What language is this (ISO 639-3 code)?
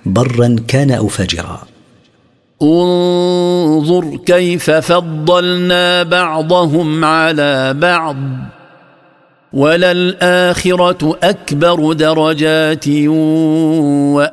ara